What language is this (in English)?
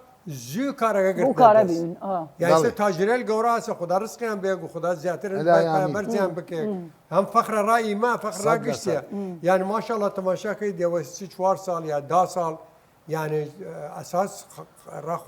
Southern Kurdish